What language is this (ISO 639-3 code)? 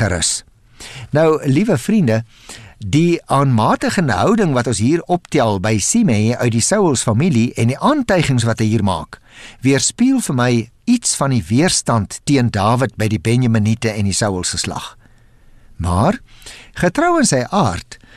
afr